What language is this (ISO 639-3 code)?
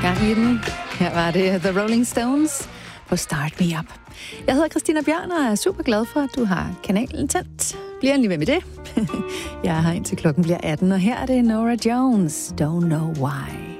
dan